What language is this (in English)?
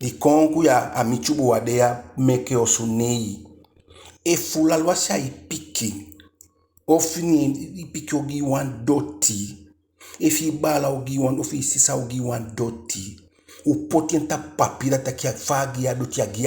Eastern Maroon Creole